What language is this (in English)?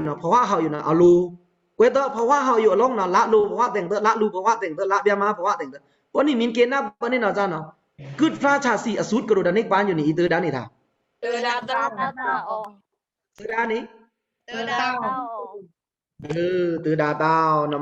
Pa'o Karen